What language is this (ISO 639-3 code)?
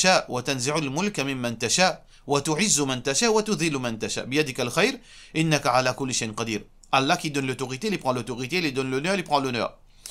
mfe